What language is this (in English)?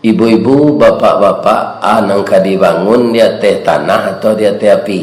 Minangkabau